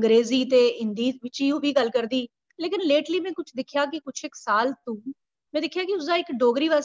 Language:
Dogri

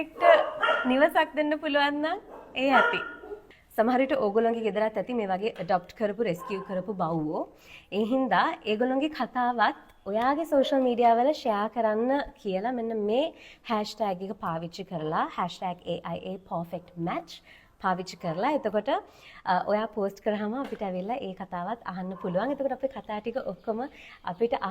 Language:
Sinhala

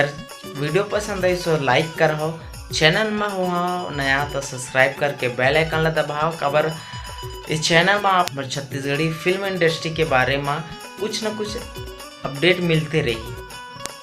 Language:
Chhattisgarhi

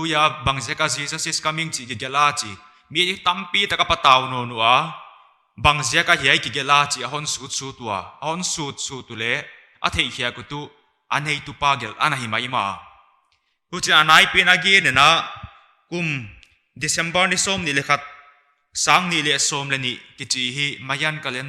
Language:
Paite Chin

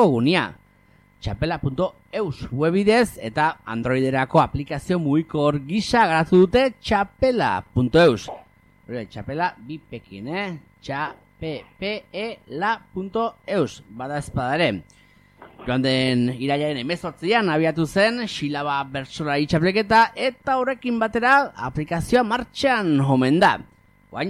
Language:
Basque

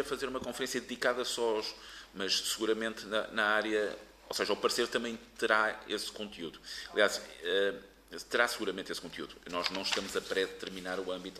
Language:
Portuguese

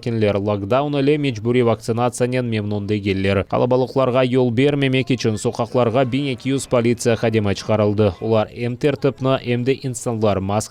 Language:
Crimean Tatar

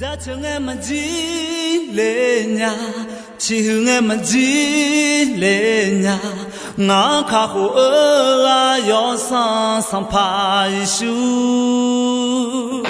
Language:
Akha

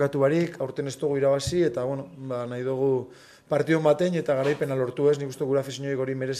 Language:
Basque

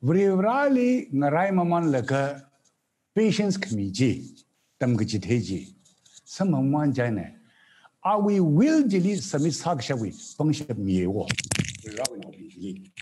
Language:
Tangkhul Naga (India)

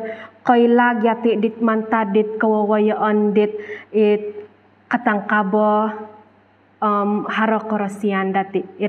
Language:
Central Dusun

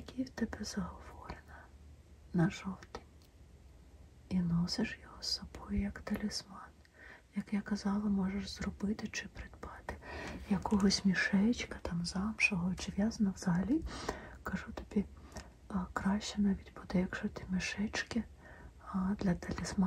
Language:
Ukrainian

